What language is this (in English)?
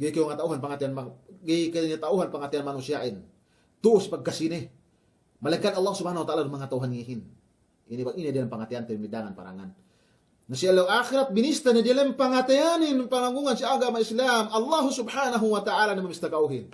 Yakan